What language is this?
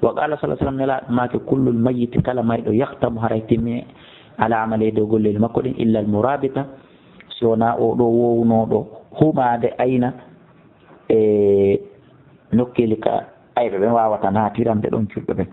Fula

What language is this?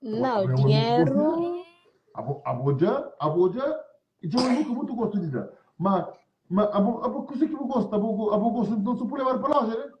Kabuverdianu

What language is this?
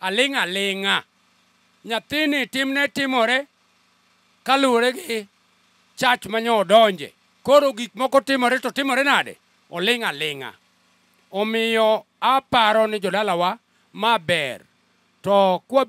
Luo (Kenya and Tanzania)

